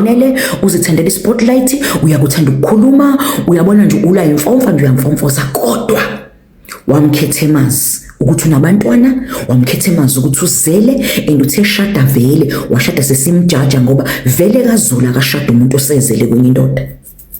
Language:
Zulu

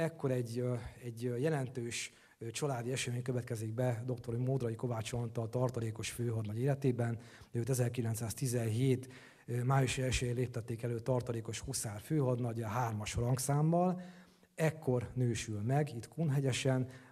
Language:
Hungarian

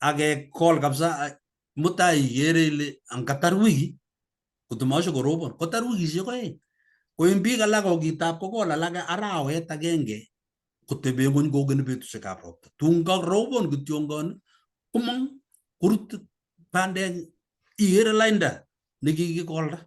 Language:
Kalenjin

